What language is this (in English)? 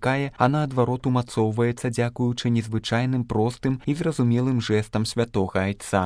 Belarusian